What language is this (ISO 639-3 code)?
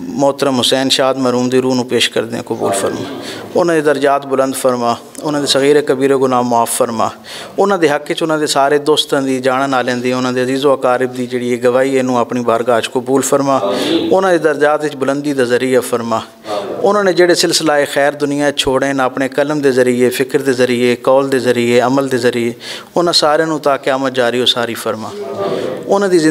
lah